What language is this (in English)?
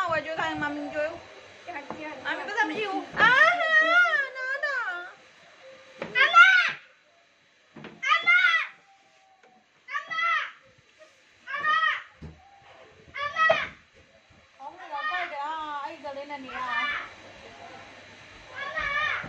Burmese